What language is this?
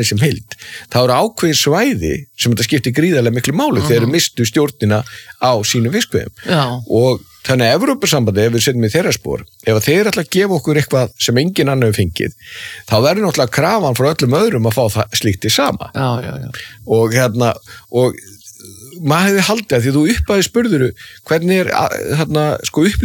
Icelandic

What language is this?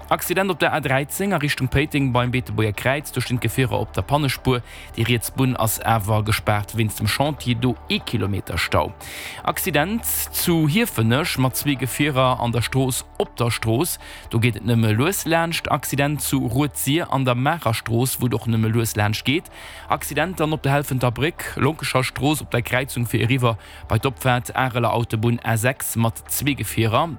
Luxembourgish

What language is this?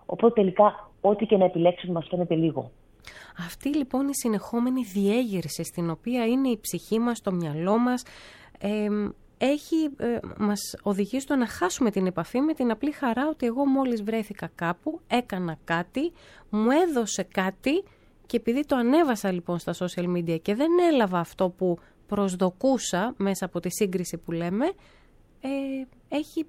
Greek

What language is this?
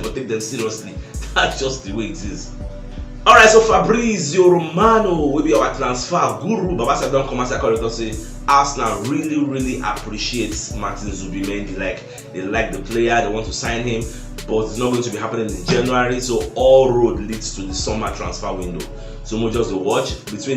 Nigerian Pidgin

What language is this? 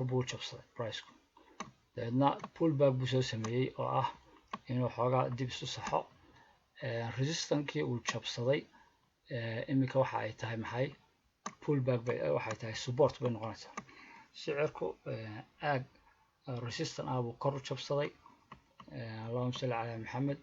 Somali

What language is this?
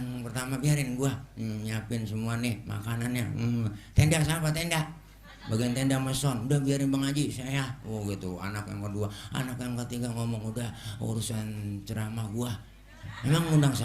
Betawi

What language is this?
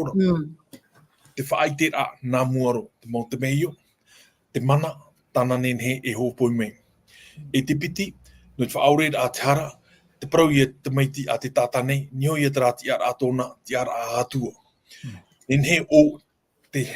Tahitian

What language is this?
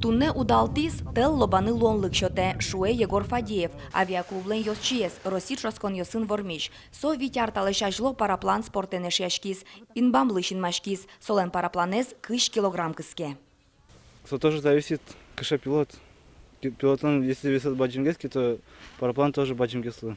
Udmurt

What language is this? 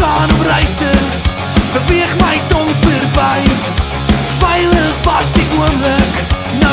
Afrikaans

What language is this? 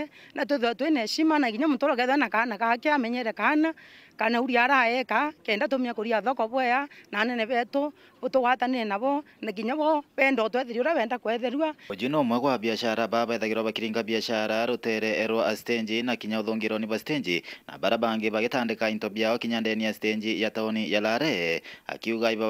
Meru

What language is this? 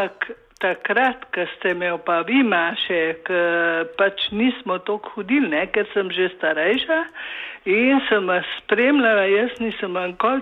Slovenian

